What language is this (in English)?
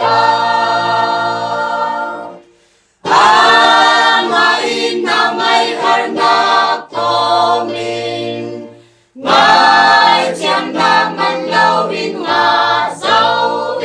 Falam Chin